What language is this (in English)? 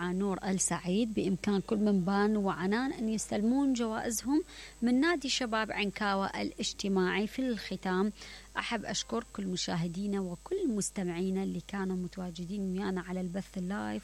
Mesopotamian Arabic